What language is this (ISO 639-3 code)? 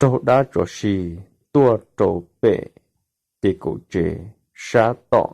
hmn